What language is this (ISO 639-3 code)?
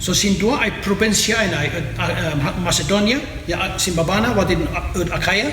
kne